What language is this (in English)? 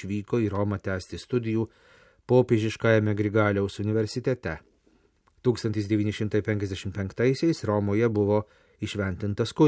Lithuanian